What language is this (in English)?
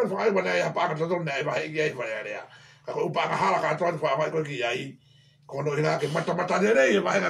Tongan